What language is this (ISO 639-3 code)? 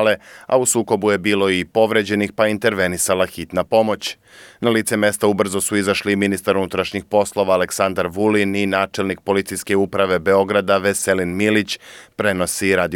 srp